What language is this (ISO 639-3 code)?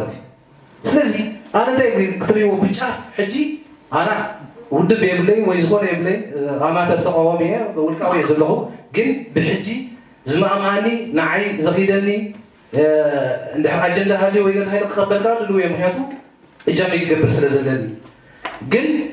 tir